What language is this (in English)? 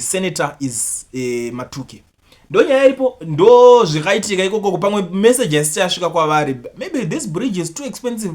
Shona